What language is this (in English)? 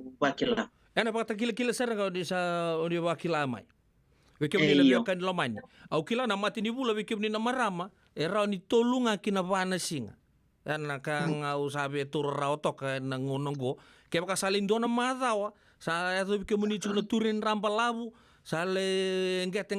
Fijian